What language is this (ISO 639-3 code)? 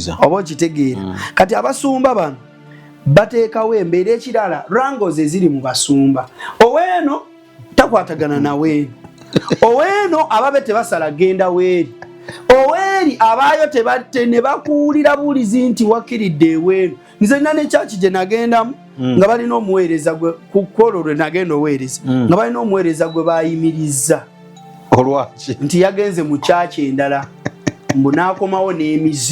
lug